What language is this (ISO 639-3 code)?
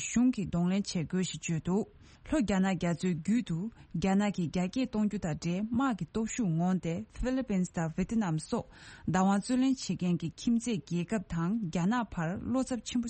bod